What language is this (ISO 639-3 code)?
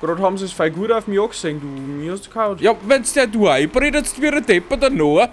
bar